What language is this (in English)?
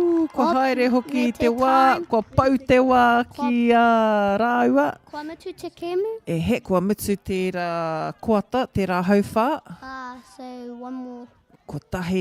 Māori